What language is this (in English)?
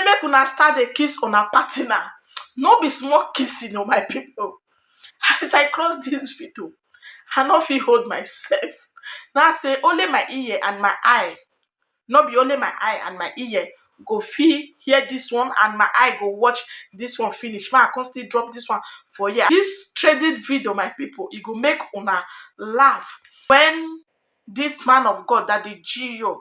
Nigerian Pidgin